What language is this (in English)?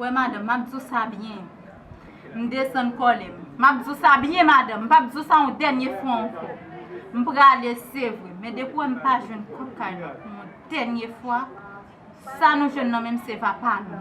Haitian Creole